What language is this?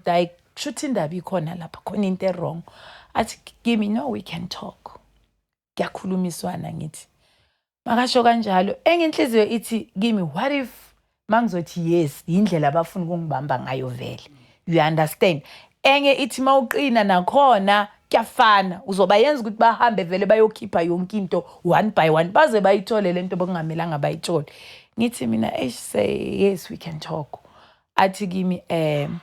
Zulu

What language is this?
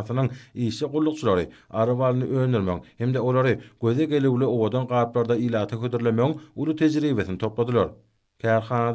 Turkmen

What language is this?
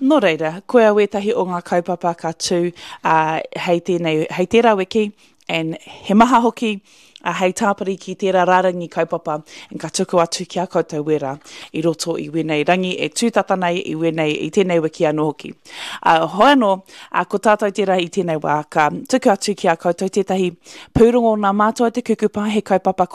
Māori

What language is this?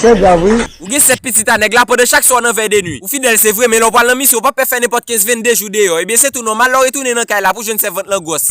Haitian Creole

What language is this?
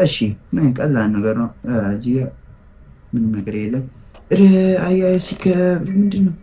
Amharic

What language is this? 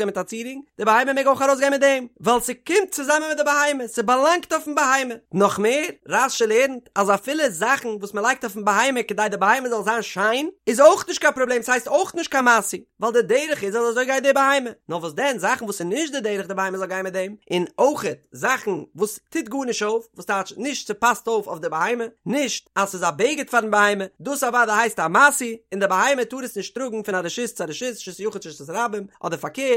Yiddish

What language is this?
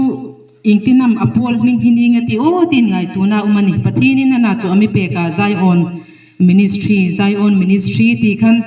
Hmar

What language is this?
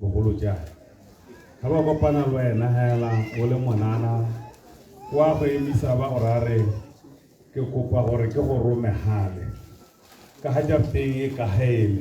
Tswana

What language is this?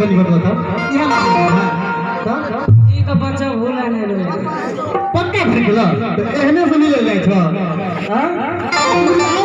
Maithili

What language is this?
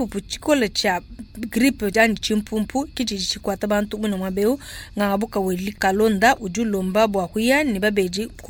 Luba-Lulua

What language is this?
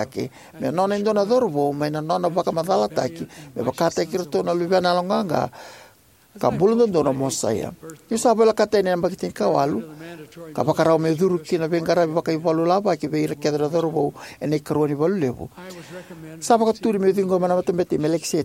Fijian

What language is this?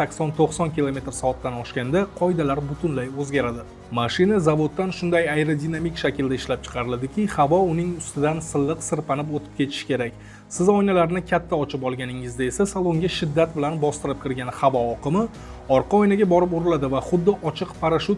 Uzbek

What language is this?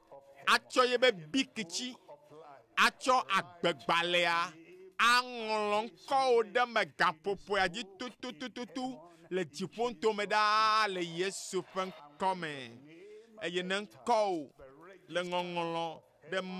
Ewe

